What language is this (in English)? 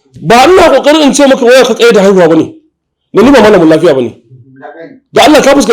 Hausa